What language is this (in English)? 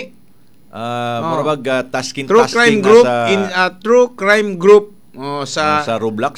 Cebuano